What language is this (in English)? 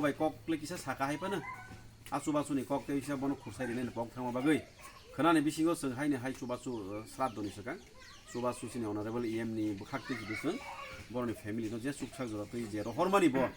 Kok Borok